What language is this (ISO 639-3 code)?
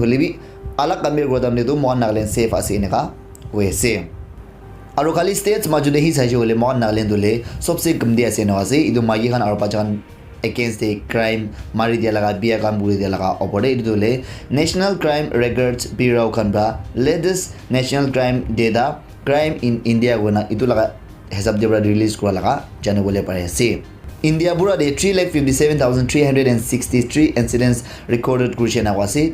nag